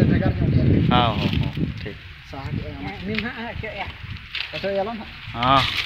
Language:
Santali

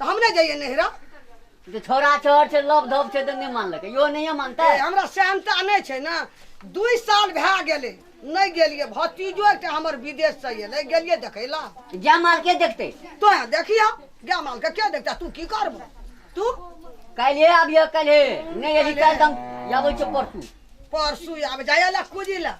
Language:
Maithili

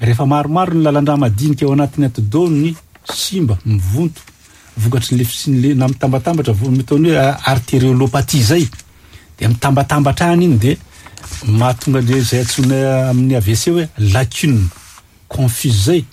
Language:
Malagasy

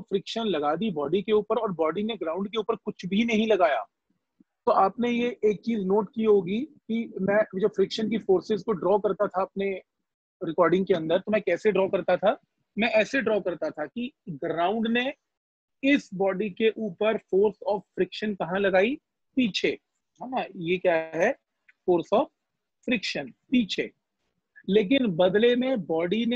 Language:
Hindi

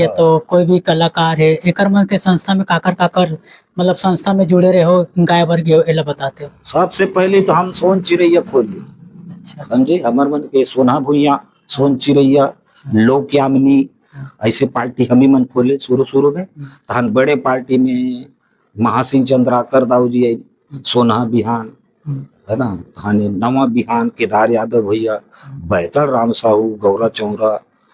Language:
Chhattisgarhi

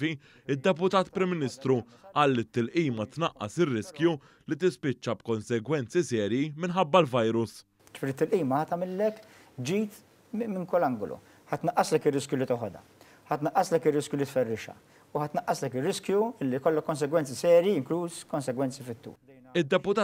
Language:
Maltese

